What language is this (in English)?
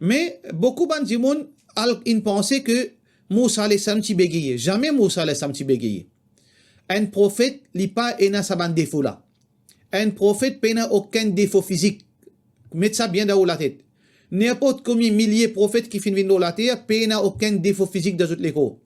Morisyen